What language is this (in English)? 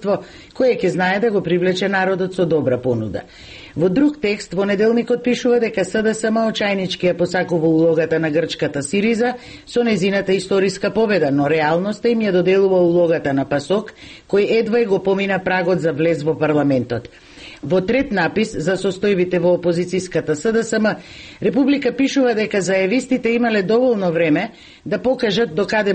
Macedonian